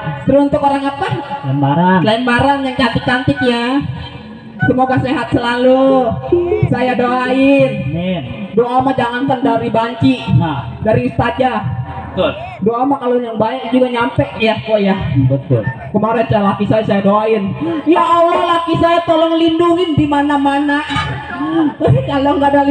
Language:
Betawi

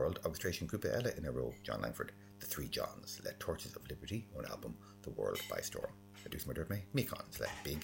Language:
Irish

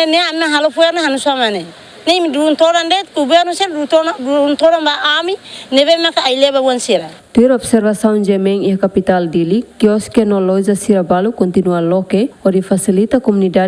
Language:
Tetum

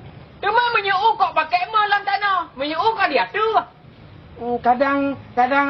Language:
Achinese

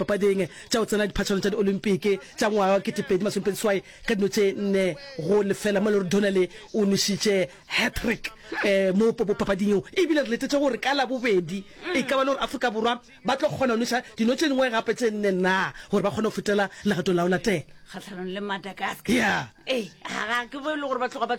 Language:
Northern Sotho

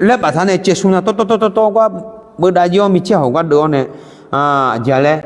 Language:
Akha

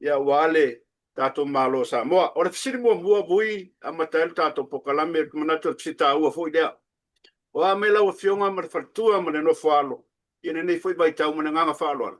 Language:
Samoan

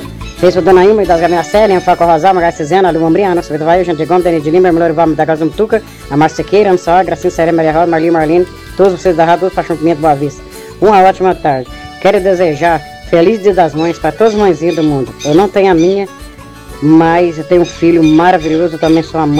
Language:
Portuguese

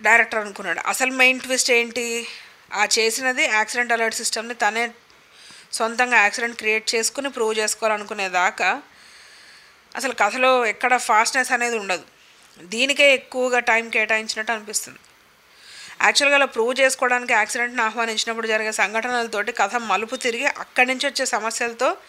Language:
Telugu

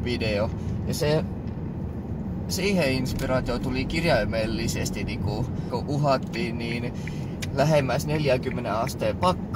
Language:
Finnish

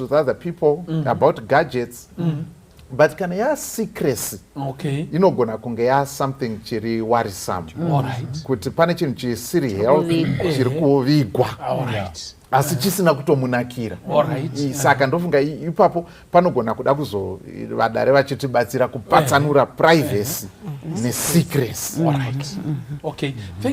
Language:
Shona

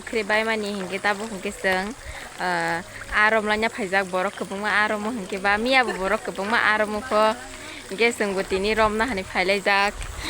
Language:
Kok Borok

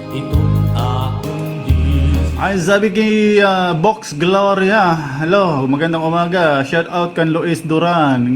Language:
Waray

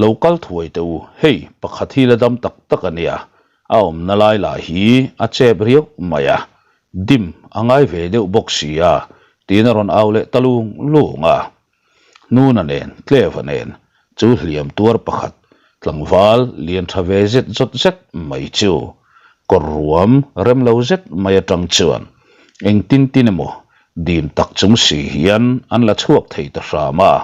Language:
Mizo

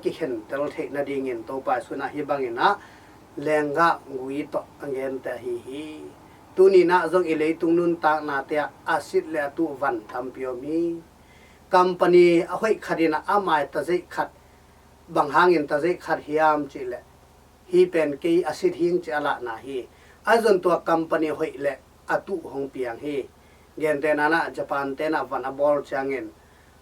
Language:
Tedim Chin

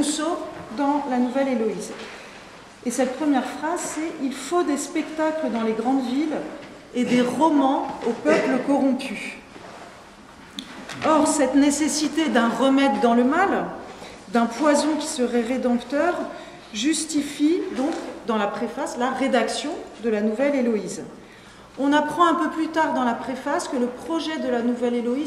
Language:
French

